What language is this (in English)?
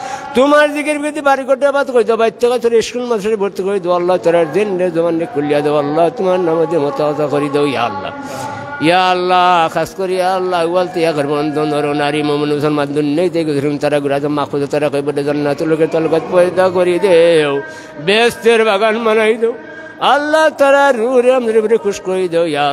Sylheti